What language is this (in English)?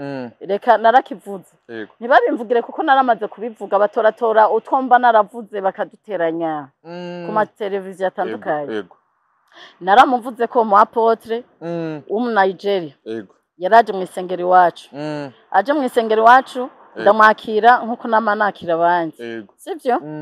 Rundi